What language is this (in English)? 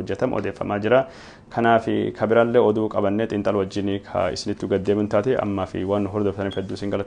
Oromo